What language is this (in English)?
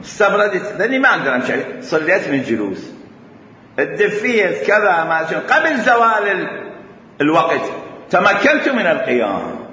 Mesopotamian Arabic